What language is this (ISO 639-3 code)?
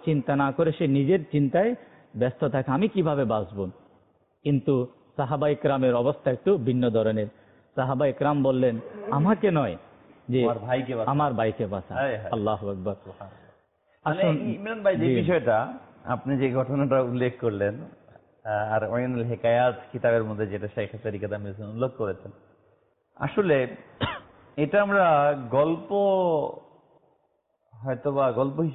ben